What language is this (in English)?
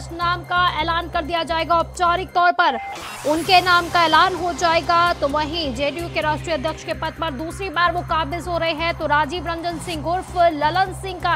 Hindi